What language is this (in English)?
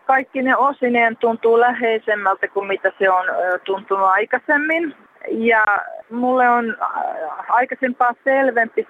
Finnish